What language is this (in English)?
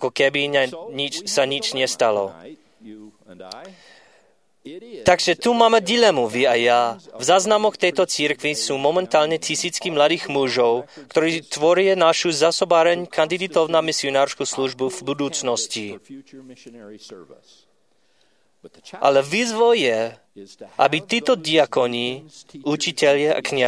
Slovak